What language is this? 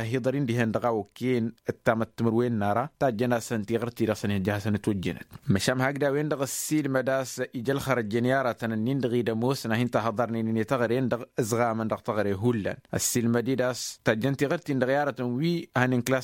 Tamasheq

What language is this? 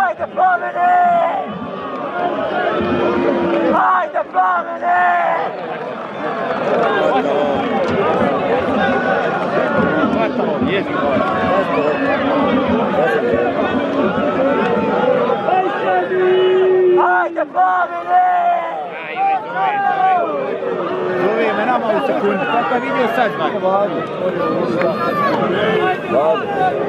Croatian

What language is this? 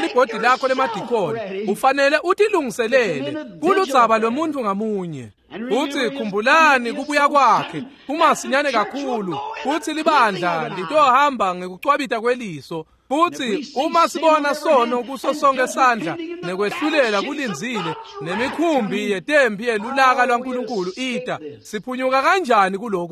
Swati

